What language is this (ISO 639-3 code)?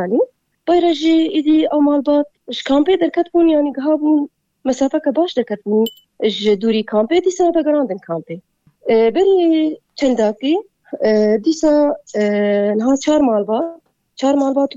kur